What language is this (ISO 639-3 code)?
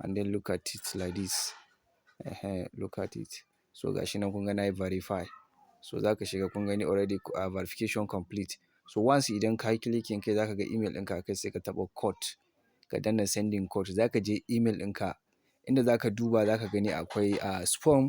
hau